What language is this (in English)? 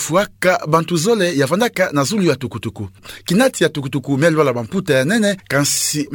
Kituba (Democratic Republic of Congo)